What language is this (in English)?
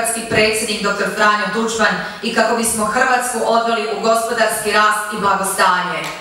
Croatian